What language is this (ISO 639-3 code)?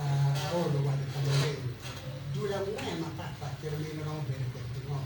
ach